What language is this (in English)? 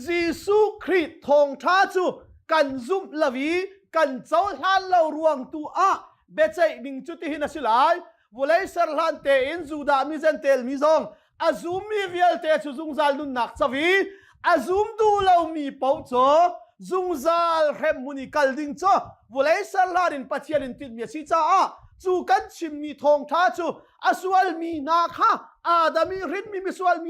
Hakha Chin